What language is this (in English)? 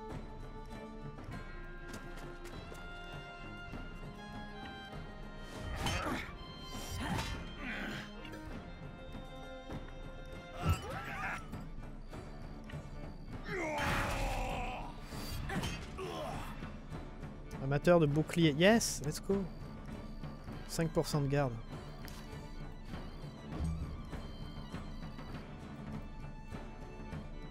French